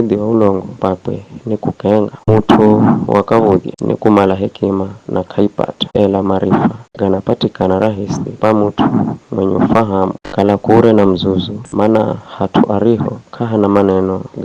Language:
Giryama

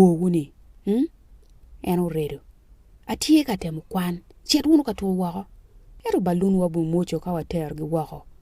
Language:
Acoli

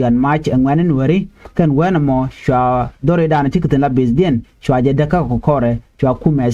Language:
Nuer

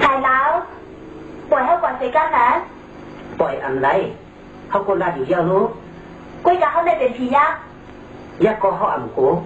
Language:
Shan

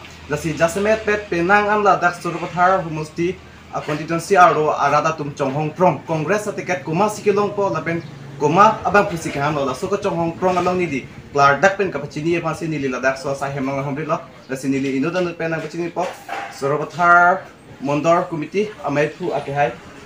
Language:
Karbi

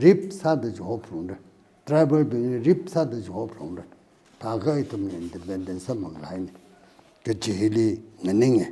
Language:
Tangkhul Naga (India)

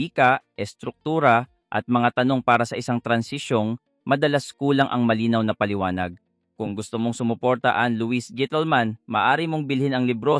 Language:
Filipino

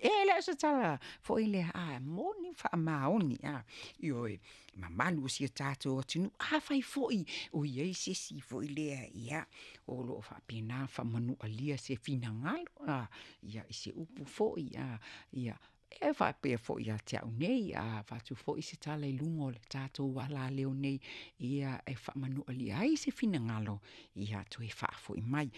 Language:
Samoan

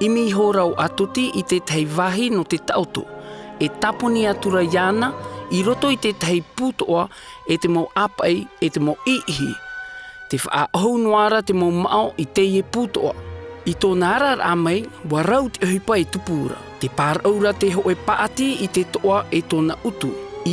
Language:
Tahitian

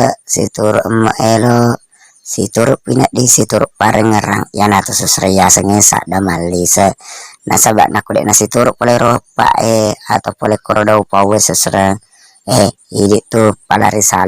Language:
Buginese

